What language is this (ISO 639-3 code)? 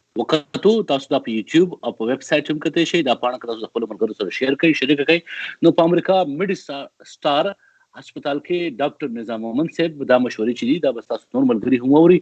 pus